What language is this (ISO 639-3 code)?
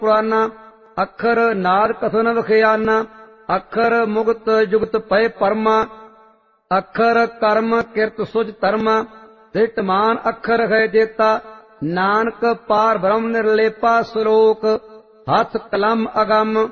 pan